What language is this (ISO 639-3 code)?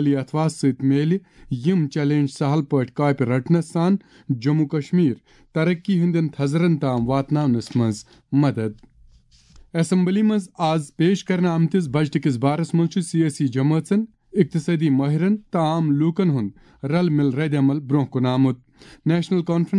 kas